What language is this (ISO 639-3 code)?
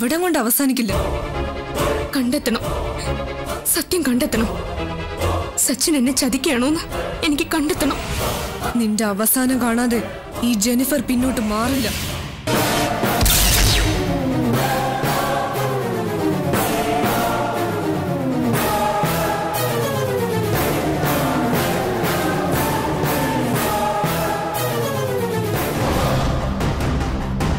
mal